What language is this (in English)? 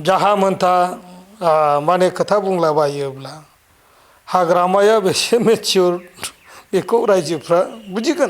Bodo